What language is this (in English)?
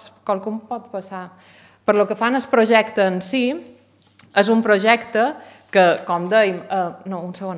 Catalan